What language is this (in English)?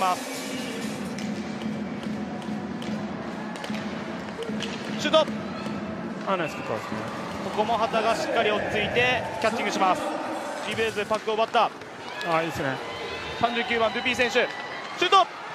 Japanese